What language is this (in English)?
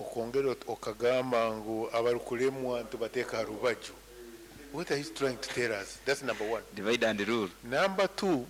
Nyankole